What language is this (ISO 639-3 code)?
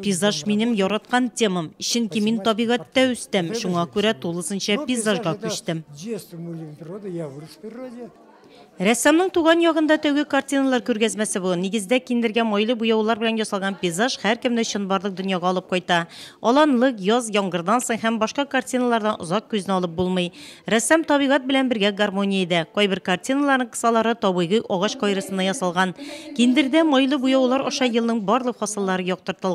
tat